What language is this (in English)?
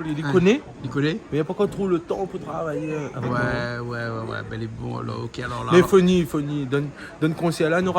Réunion Creole French